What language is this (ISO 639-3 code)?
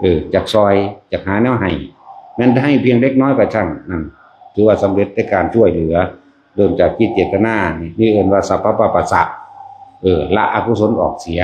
tts